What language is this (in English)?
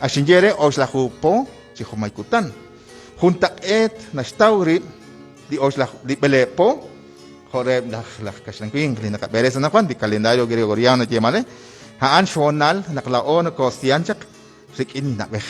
Kekchí